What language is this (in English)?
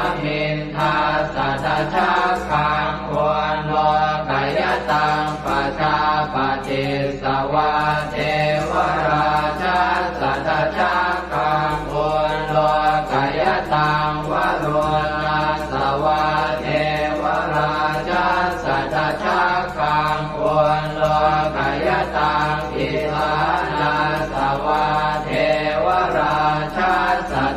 Pali